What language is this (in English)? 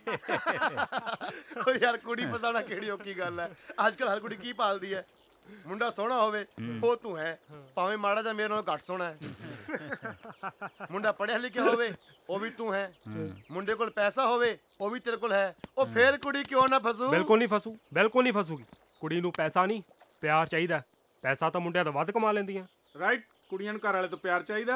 Punjabi